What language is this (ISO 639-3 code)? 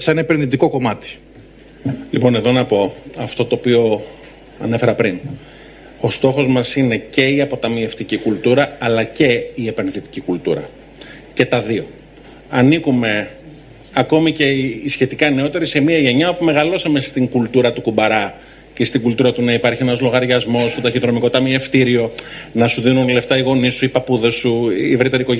ell